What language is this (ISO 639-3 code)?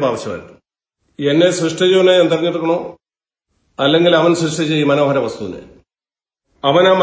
mal